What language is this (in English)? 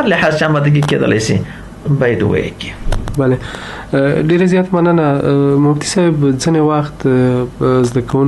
Pashto